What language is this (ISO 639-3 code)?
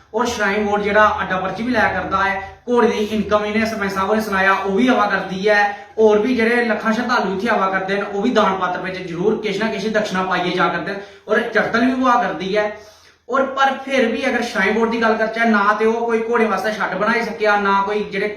doi